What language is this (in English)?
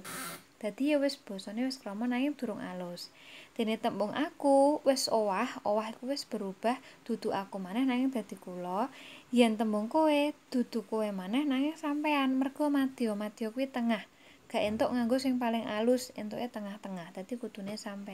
Javanese